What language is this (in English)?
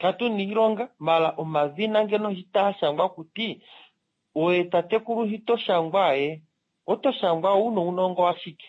Kuanyama